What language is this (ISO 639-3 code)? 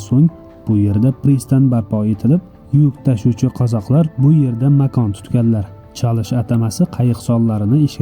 uzb